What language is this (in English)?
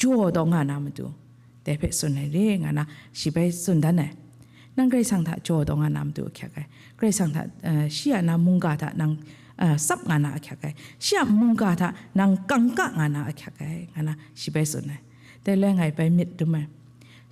Kachin